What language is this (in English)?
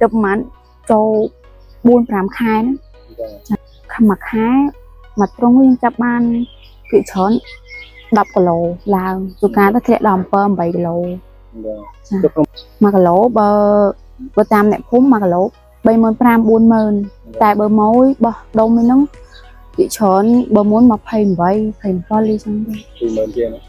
Khmer